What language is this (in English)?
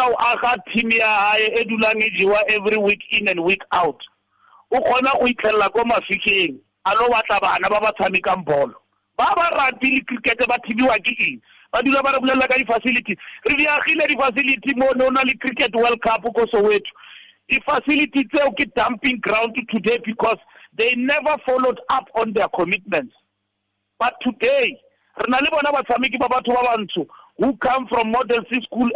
Tswana